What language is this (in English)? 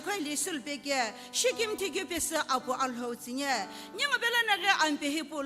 Sumi Naga